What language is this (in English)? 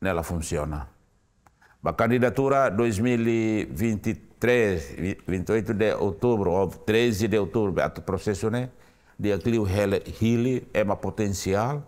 Tetum